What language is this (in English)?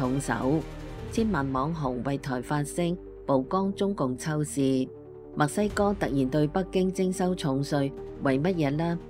Cantonese